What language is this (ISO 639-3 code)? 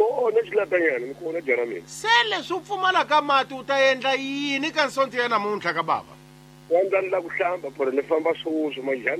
tso